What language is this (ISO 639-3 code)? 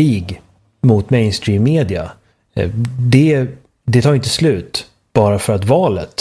swe